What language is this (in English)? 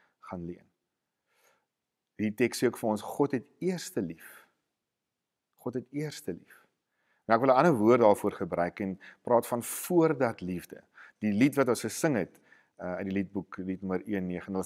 Afrikaans